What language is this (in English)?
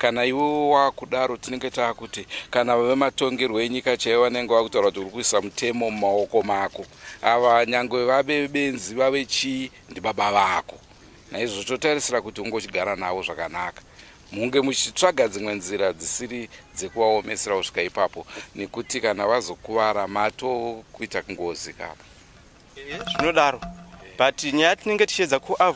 Shona